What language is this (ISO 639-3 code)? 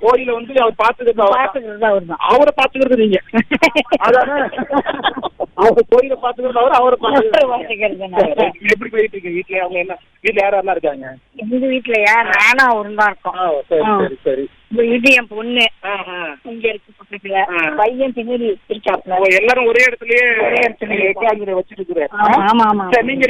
tam